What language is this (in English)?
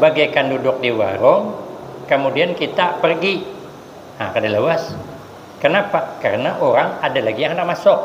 Banjar